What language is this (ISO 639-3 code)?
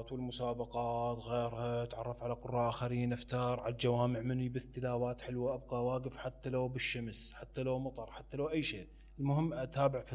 acm